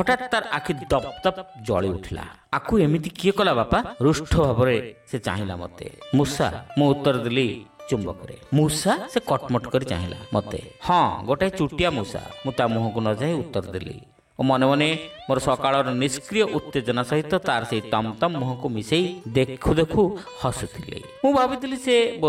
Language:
Odia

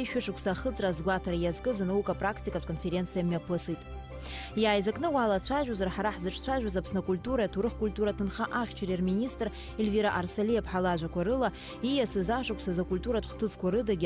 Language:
Abkhazian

